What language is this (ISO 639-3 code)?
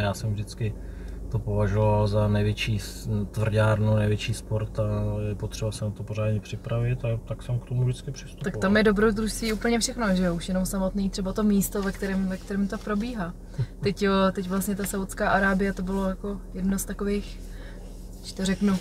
ces